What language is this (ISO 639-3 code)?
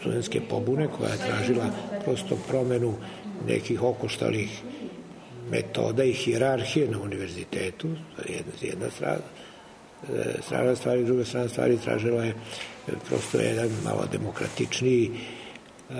srp